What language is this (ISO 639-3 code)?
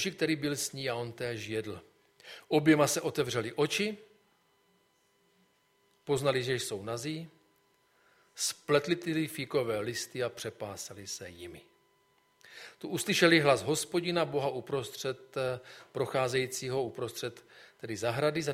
ces